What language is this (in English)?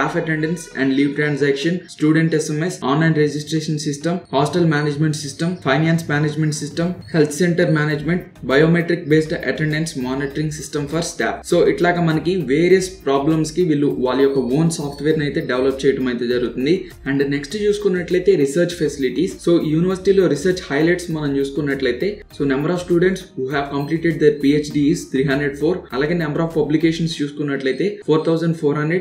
Telugu